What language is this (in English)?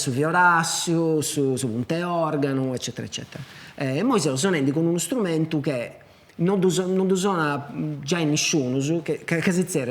Sardinian